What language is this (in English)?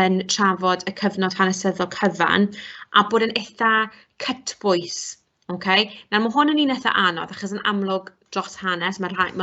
Welsh